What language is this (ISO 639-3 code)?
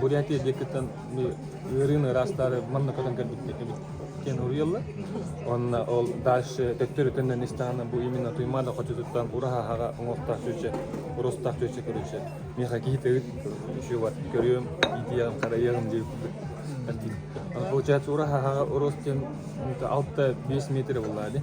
sah